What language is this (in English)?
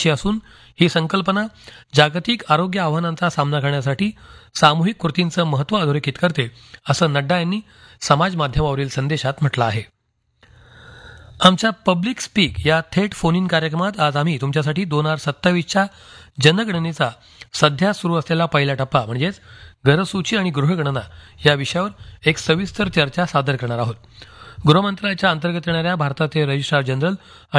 Marathi